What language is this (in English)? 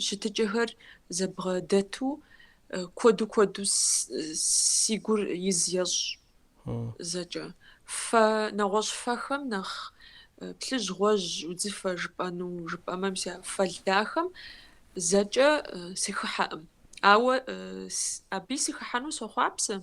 Kabardian